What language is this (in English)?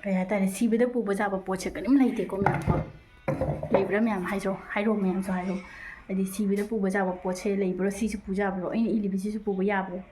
Manipuri